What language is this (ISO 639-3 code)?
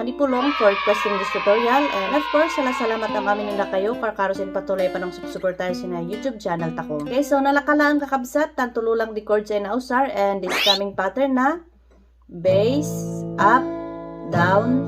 kne